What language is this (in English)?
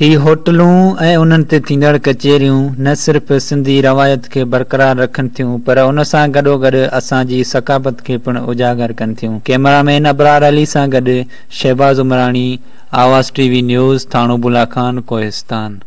Sindhi